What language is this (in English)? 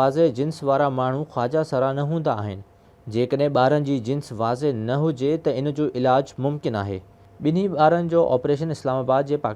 Sindhi